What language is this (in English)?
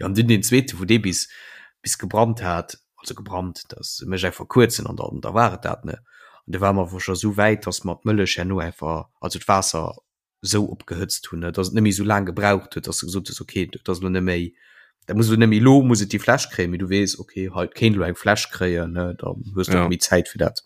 Luxembourgish